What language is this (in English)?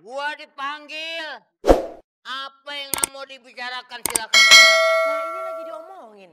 Betawi